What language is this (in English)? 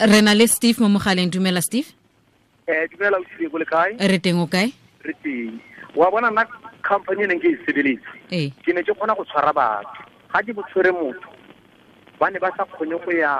Tswana